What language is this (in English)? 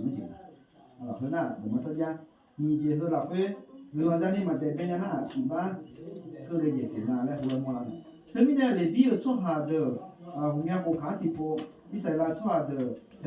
Akha